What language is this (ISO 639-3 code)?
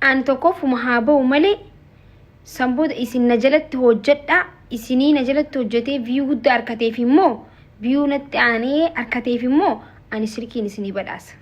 orm